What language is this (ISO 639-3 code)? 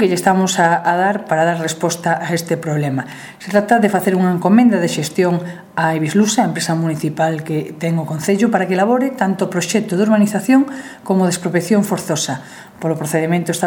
glg